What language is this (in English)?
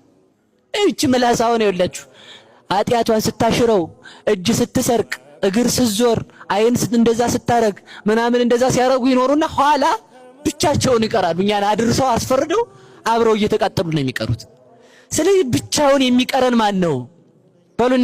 Amharic